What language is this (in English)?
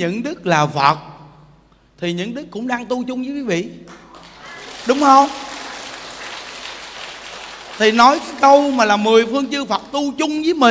Vietnamese